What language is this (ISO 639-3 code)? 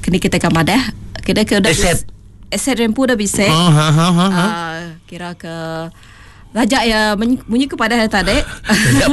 iba